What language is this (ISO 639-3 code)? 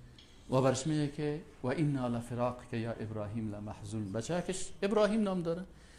fas